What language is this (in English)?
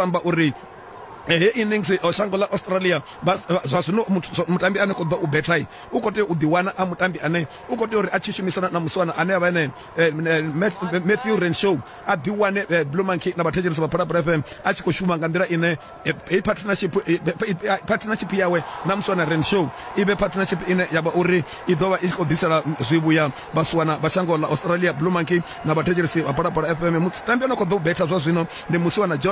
Venda